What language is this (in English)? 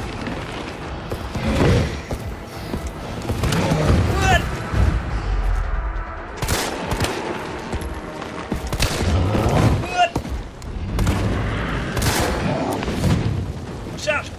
French